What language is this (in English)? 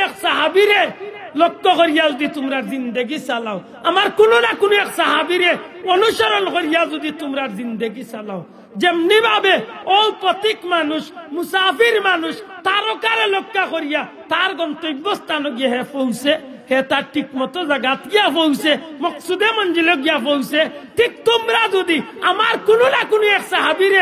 Sylheti